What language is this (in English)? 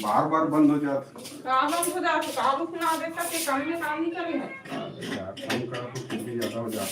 Chhattisgarhi